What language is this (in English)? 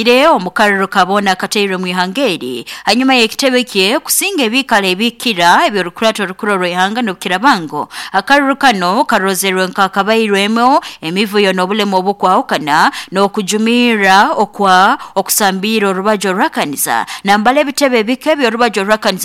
Nyoro